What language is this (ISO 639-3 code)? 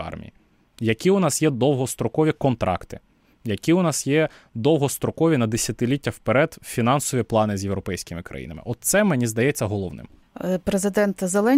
ukr